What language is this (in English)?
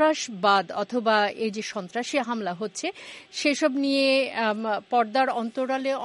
Bangla